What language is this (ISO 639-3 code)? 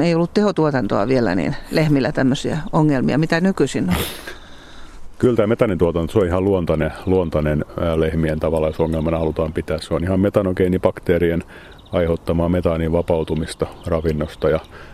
fin